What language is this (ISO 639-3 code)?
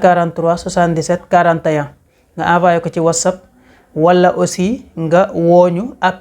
wol